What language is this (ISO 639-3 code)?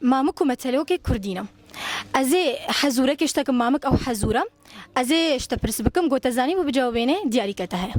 kur